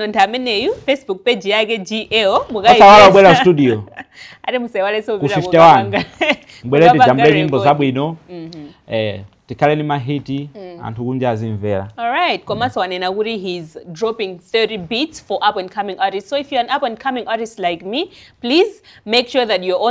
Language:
Nyanja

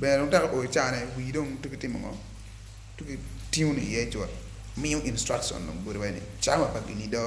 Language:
Acoli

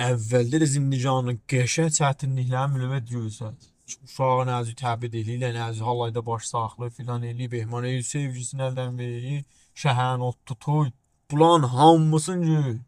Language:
South Azerbaijani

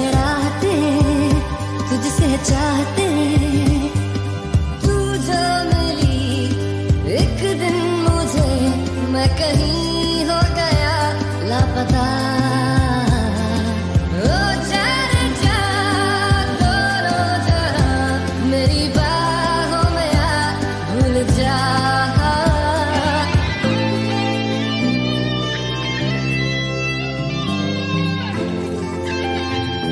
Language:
Hindi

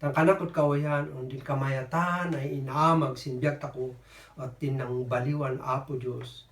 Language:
Kankanaey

